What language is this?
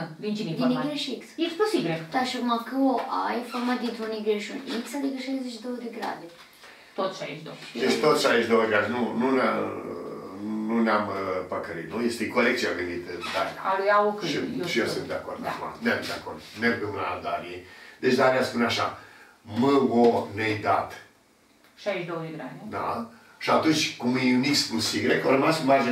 Romanian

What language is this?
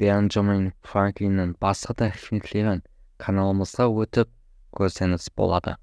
Kara-Kalpak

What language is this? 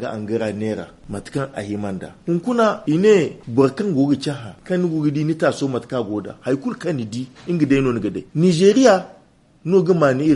Zarma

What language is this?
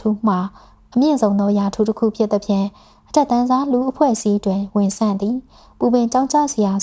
Burmese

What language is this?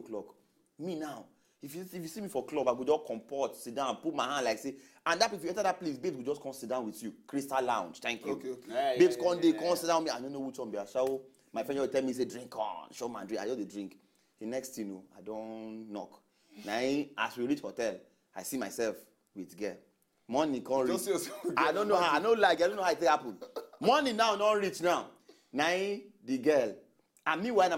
Nigerian Pidgin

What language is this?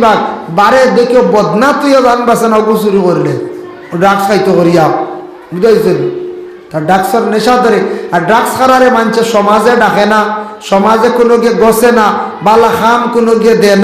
Sylheti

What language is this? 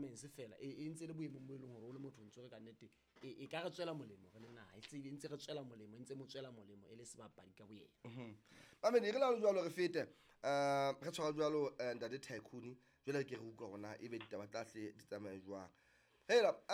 Southern Sotho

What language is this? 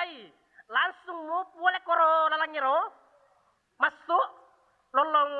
Buginese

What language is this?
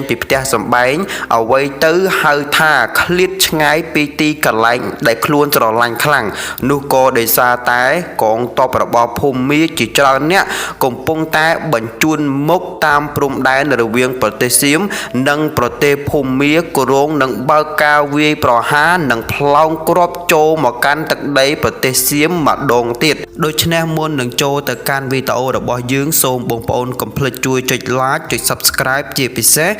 Khmer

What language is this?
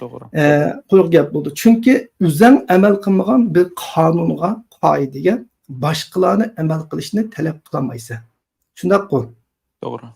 Uyghur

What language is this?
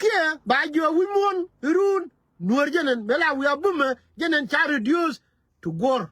Nuer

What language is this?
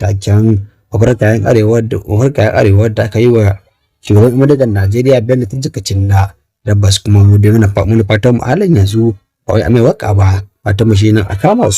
Hausa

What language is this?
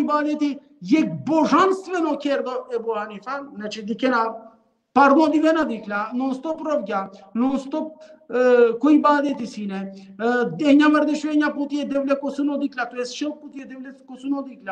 Balkan Romani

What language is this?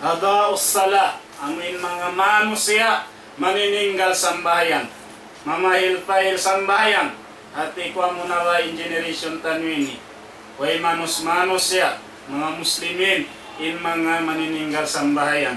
Tausug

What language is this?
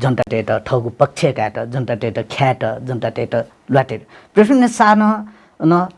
Newari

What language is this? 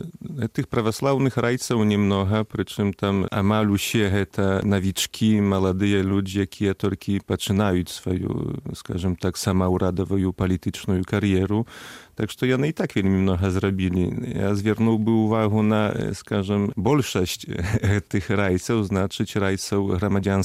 Belarusian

